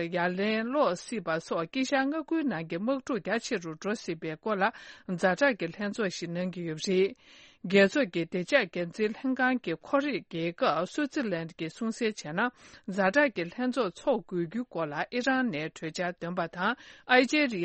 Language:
Tibetan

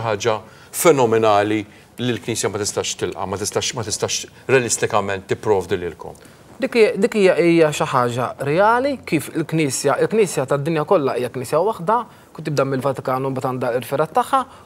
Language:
Maltese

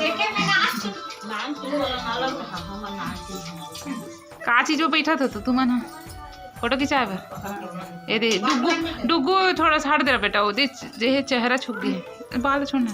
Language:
Chhattisgarhi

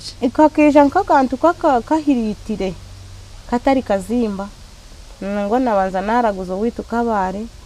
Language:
Nyankole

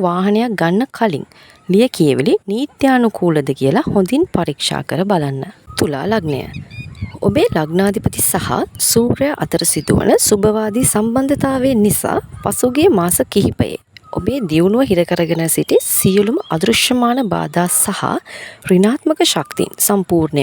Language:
Sinhala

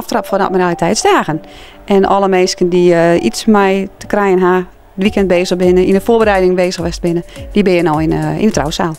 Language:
Western Frisian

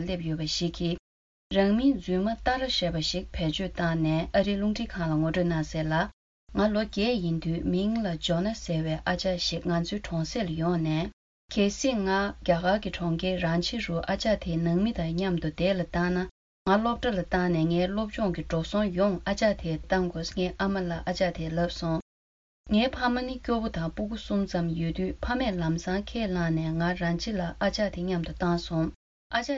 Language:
Tibetan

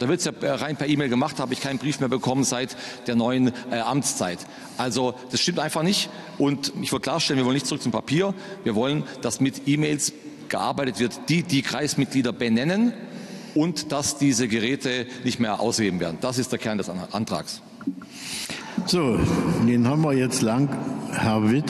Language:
German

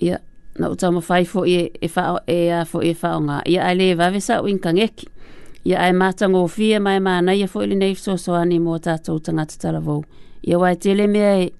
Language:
Samoan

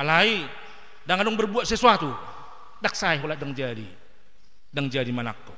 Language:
Batak Toba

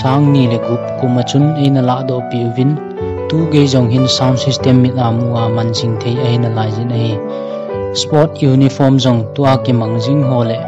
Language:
Thado Chin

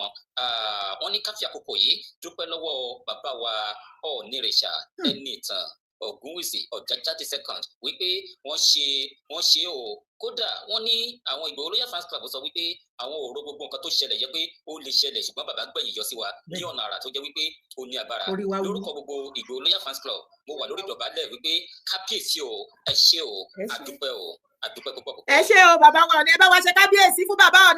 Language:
Yoruba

